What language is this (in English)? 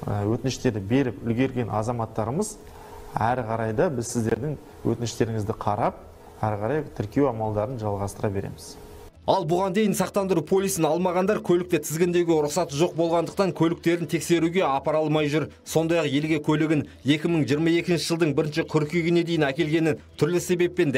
Kazakh